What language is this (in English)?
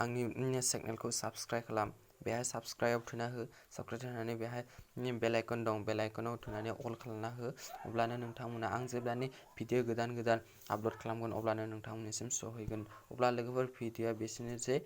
Bodo